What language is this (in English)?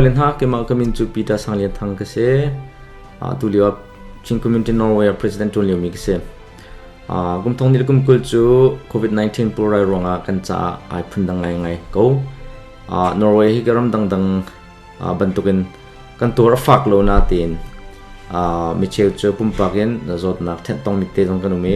Hakha Chin